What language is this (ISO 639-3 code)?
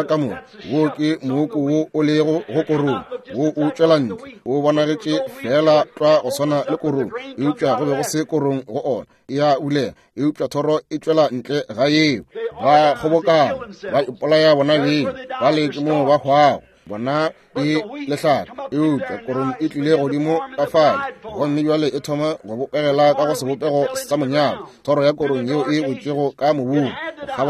nso